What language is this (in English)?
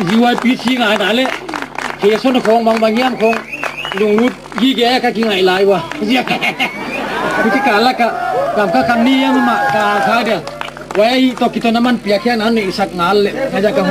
Gangte